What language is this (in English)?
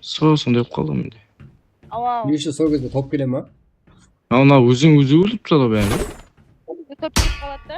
Kara-Kalpak